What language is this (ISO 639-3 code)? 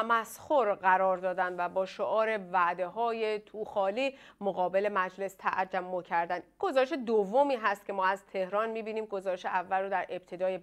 fas